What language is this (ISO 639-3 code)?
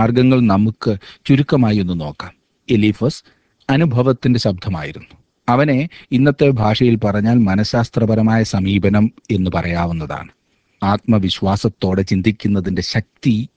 mal